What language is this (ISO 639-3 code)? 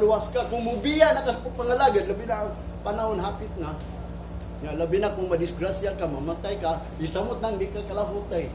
ceb